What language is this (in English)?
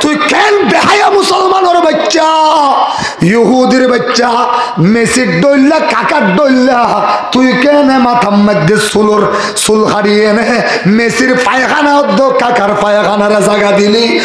Rohingya